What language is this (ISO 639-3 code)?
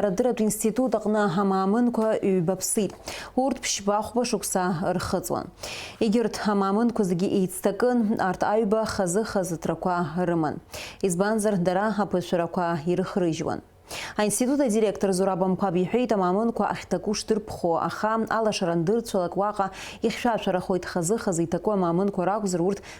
abk